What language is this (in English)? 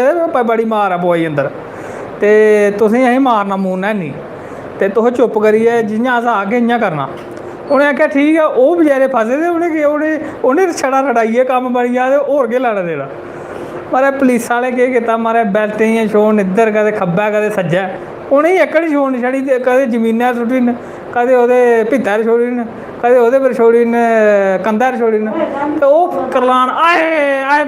Dogri